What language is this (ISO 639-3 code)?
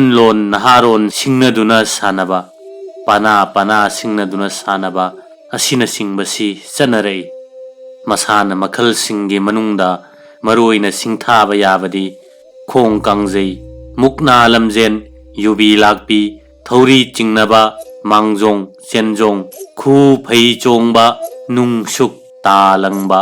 mni